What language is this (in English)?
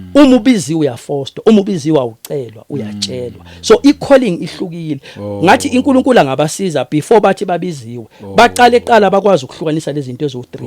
Zulu